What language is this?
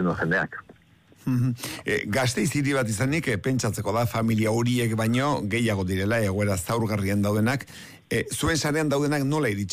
Basque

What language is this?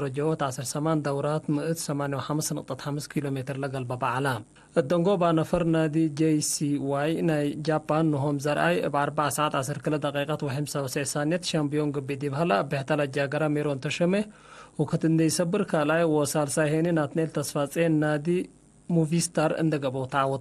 Tigre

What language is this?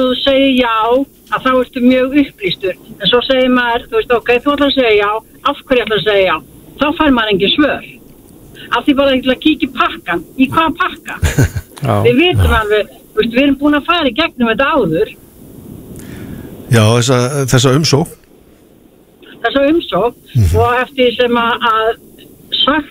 Icelandic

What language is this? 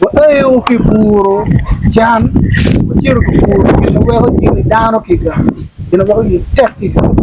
Acoli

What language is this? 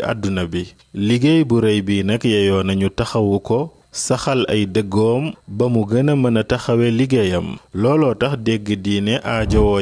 Wolof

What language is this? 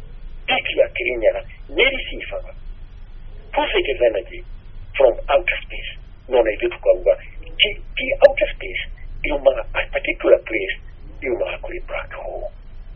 Kikuyu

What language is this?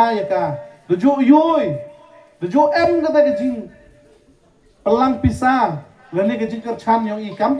Pnar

